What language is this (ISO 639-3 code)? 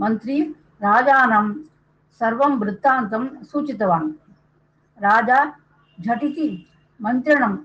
san